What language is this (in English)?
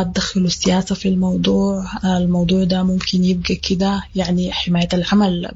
Sudanese Arabic